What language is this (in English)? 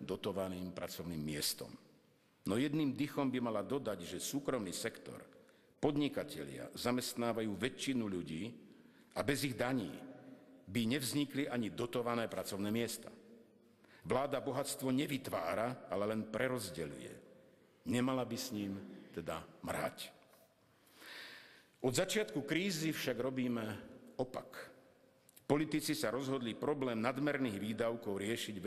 Slovak